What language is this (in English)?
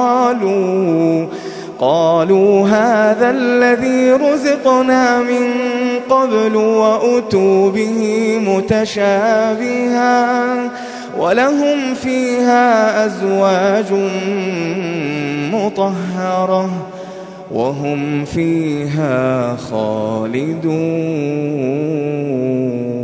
Arabic